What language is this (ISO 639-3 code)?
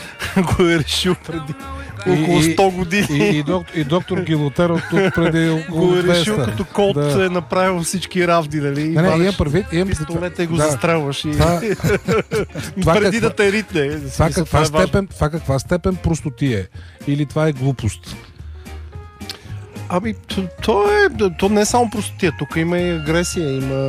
bul